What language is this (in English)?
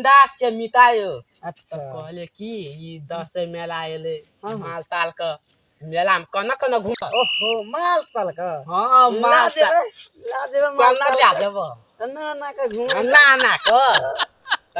Maithili